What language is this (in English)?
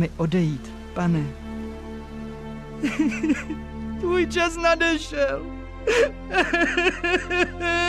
Czech